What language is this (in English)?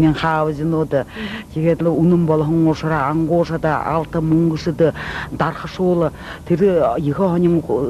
Buriat